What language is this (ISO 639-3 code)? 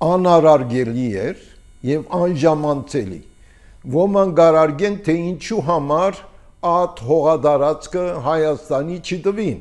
hye